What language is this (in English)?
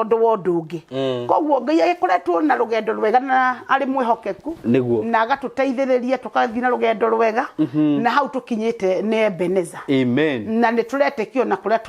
Kikuyu